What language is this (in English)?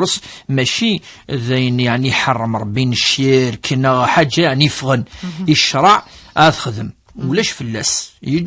Kabyle